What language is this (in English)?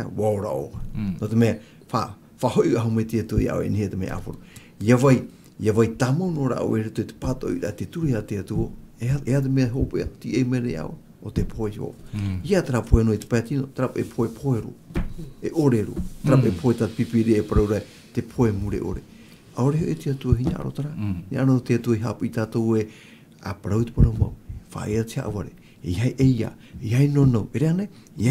Tahitian